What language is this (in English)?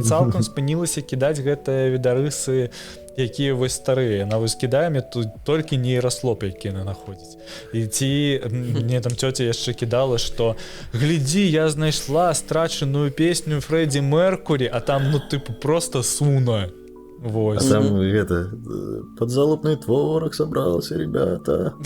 Belarusian